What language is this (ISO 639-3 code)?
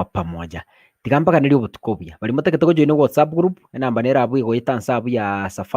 guz